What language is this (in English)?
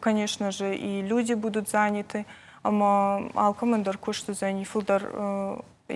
Ossetic